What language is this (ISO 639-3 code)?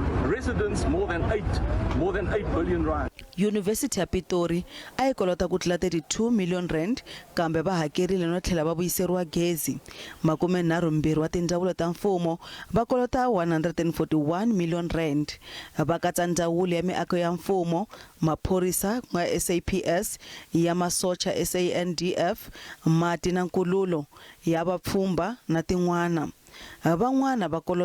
tso